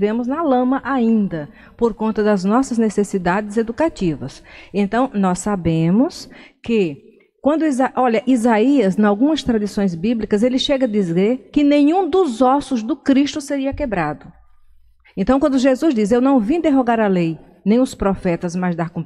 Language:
Portuguese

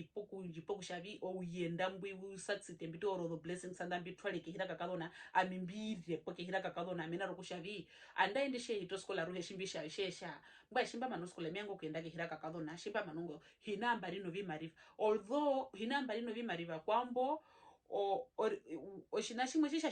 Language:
Herero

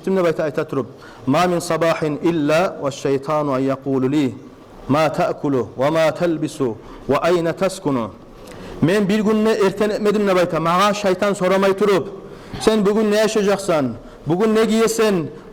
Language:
Kumyk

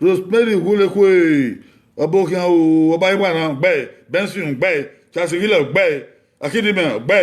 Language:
Bini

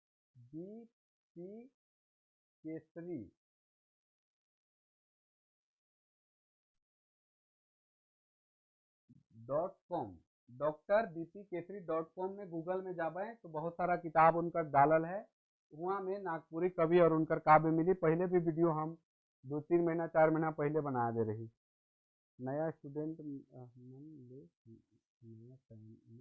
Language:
Sadri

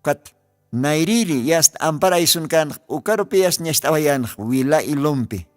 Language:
Aymara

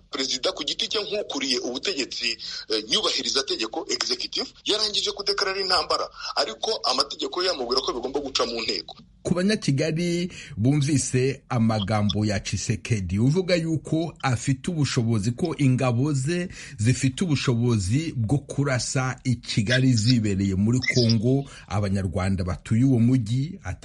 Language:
Kinyarwanda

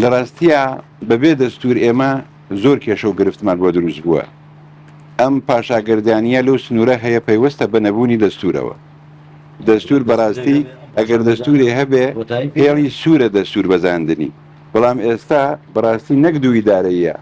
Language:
Central Kurdish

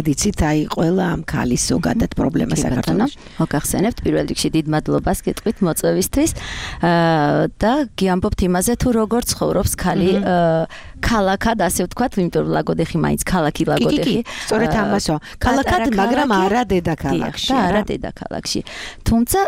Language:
Georgian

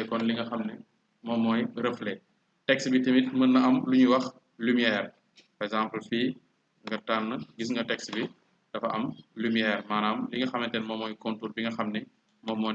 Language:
Wolof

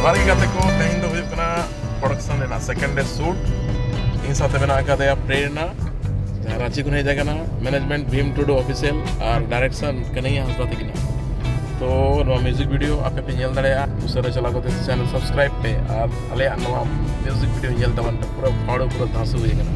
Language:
Santali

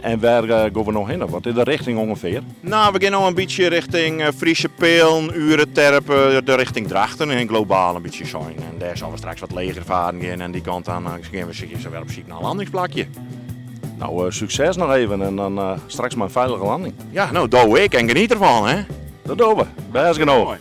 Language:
Western Frisian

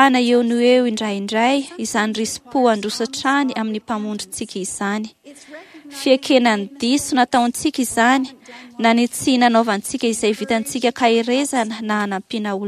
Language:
Malagasy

